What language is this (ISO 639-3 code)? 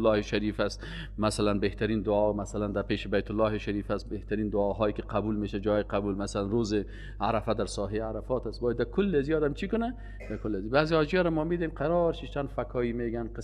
fas